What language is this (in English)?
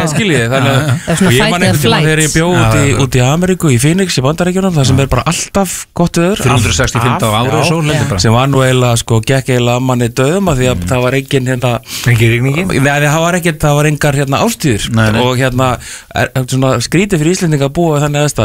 Icelandic